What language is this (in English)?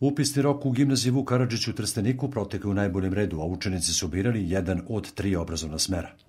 Serbian